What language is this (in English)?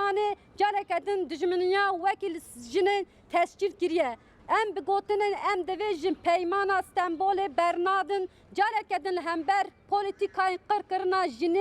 Kurdish